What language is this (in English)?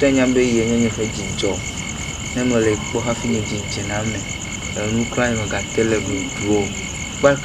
Ewe